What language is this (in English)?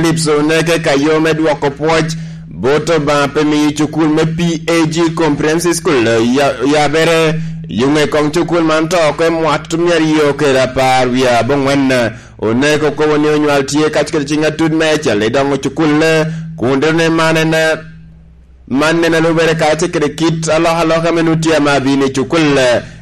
Lango (Uganda)